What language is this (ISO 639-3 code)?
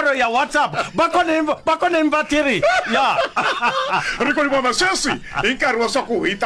ven